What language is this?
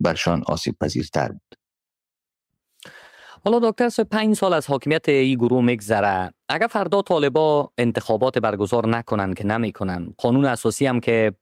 Persian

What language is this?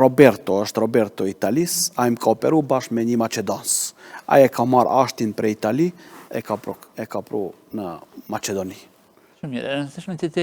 Albanian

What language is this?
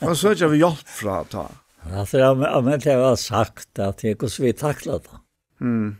Faroese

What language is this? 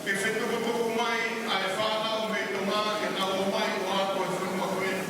Tongan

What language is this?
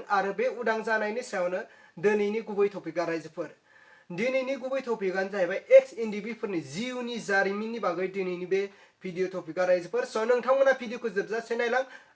Bodo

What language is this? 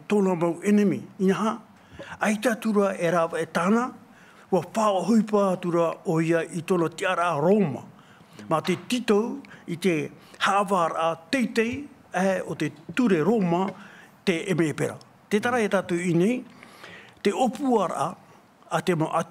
Tahitian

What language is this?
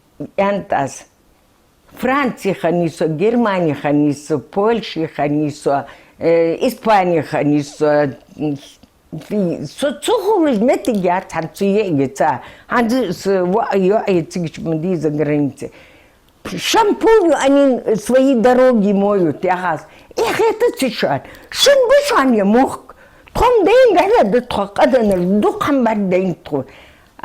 Ingush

